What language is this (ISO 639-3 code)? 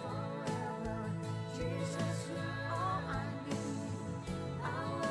hil